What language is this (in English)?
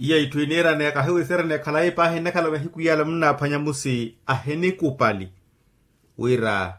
Makhuwa